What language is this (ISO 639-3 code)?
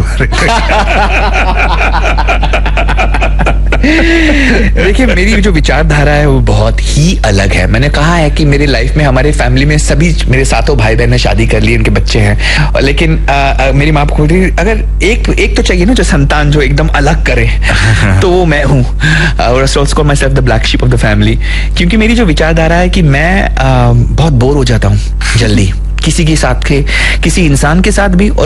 hin